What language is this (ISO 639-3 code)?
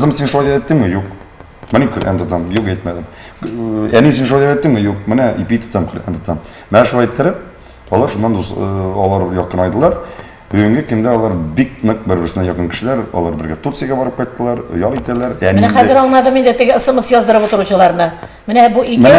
tat